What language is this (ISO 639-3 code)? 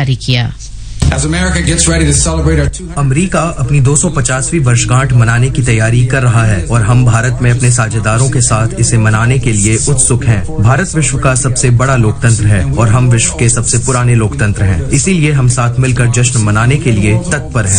hin